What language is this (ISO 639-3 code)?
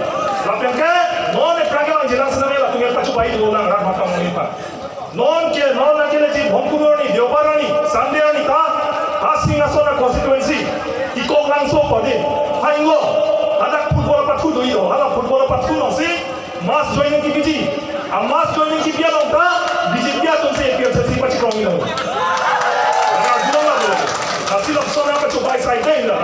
mjw